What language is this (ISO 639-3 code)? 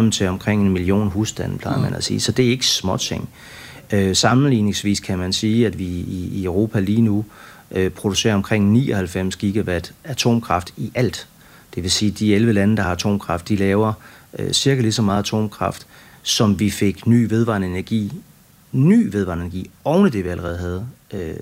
dan